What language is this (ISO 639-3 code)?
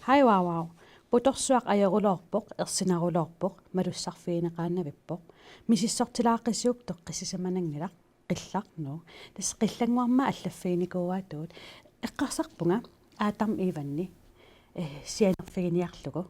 kal